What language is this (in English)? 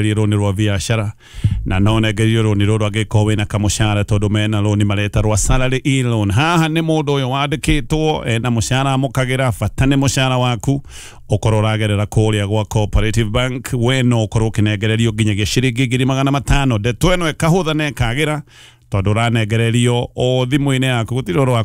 Kikuyu